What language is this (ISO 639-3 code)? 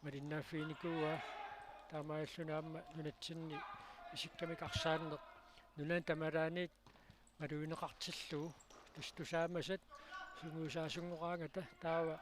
kal